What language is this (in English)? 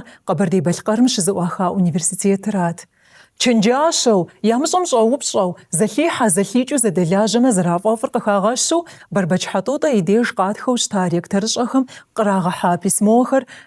Kabardian